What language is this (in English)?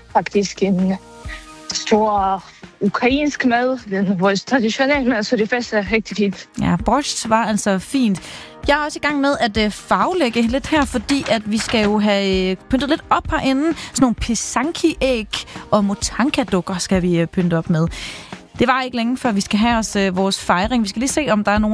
Danish